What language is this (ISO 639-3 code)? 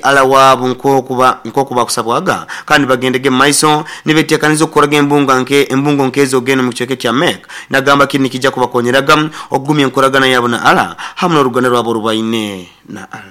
nyo